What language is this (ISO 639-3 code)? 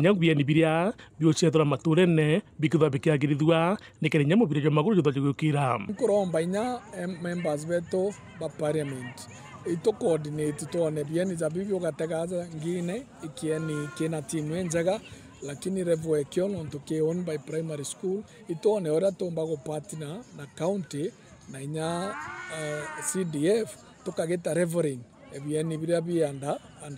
mer